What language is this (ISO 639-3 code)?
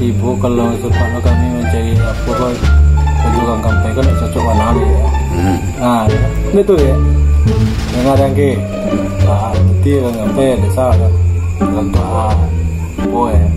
min